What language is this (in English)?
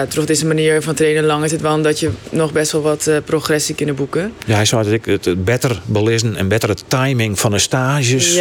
Western Frisian